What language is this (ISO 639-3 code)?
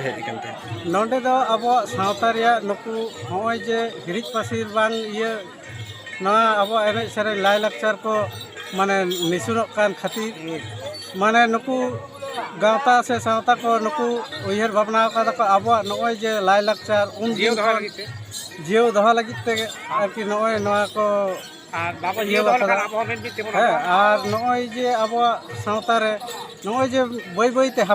sat